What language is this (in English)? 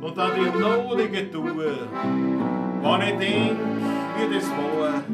Bavarian